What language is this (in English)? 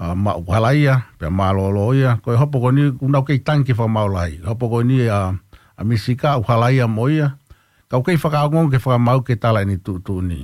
Tongan